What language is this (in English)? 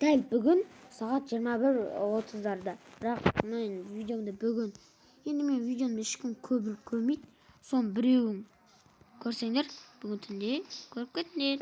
Kazakh